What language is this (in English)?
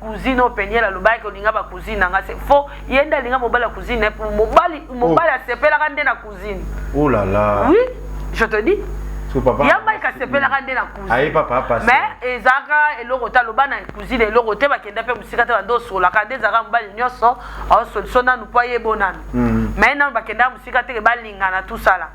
Lingala